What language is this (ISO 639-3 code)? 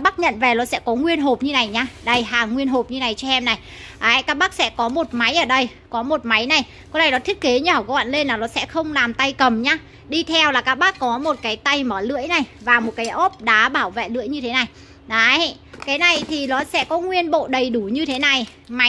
vie